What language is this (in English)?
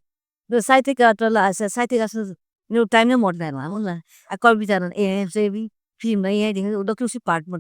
Newari